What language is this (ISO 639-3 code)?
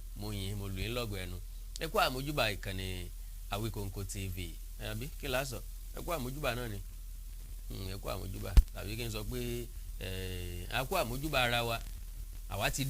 yor